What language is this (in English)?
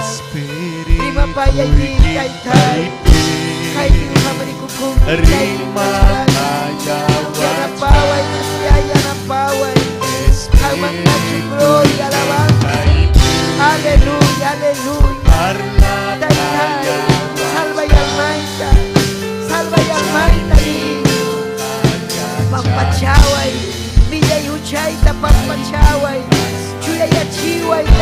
Ayacucho Quechua